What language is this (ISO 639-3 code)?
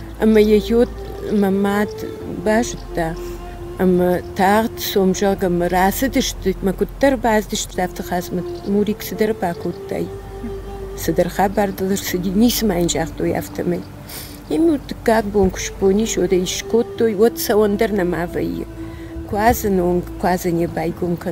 oss